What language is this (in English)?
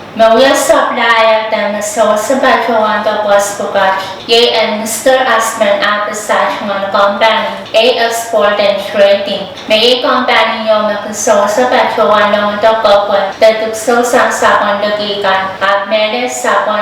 Pohnpeian